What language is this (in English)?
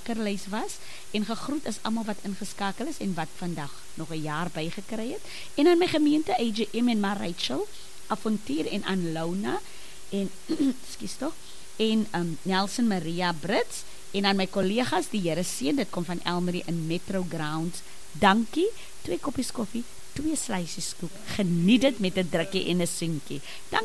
Afrikaans